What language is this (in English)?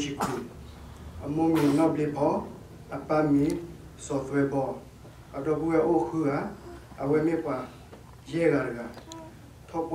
S'gaw Karen